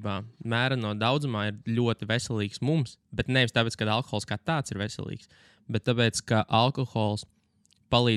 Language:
Latvian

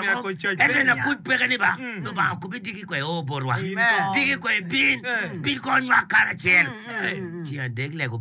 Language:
Acoli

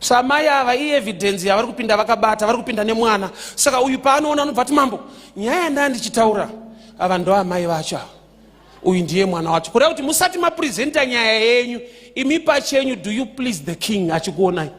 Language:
Shona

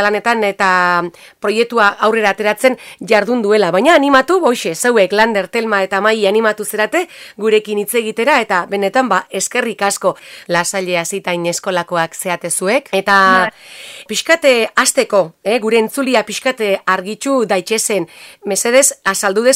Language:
Basque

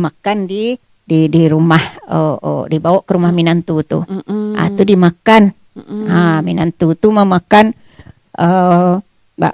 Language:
Minangkabau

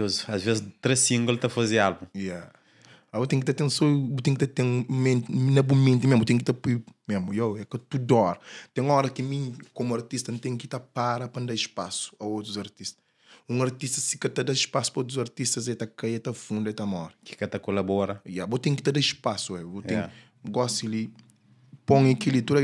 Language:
Kabuverdianu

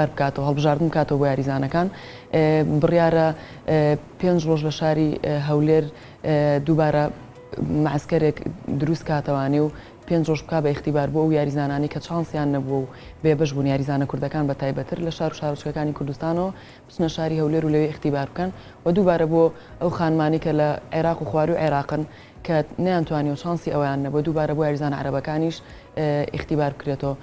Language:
Central Kurdish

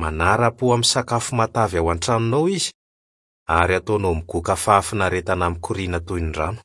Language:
Malagasy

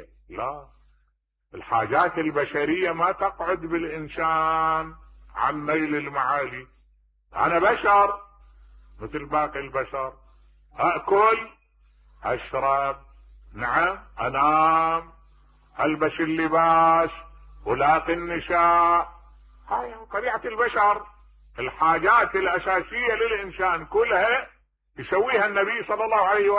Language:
Mesopotamian Arabic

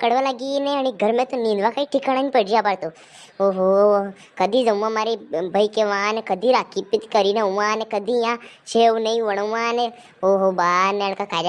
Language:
Rajasthani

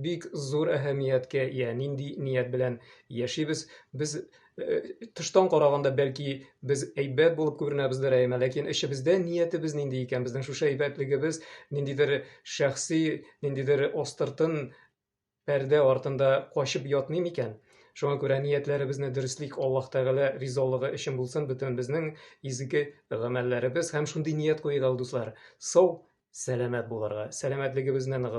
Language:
Tatar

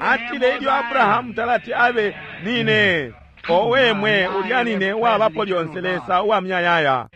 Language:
Bemba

